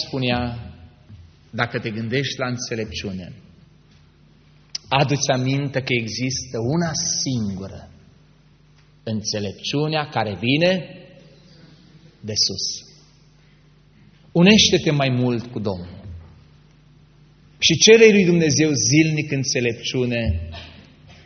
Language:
Romanian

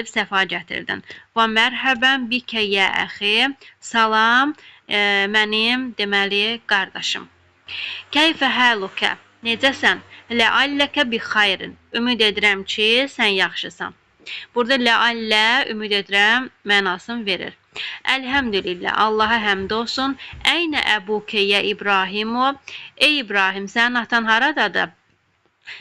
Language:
Azerbaijani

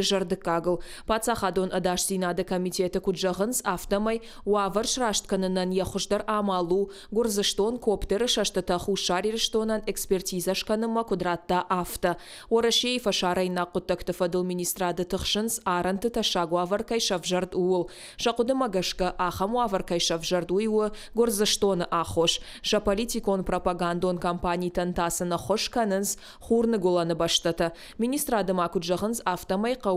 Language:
Ossetic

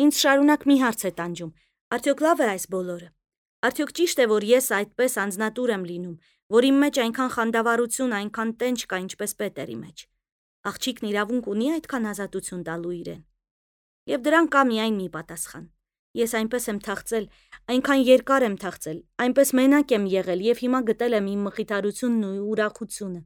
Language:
Armenian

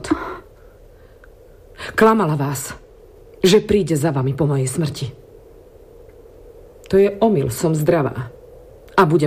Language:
Slovak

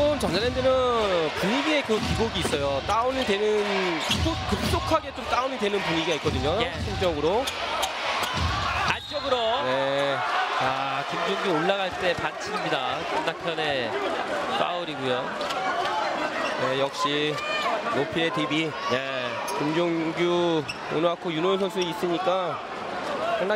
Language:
Korean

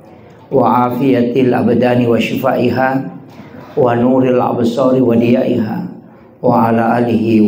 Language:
Buginese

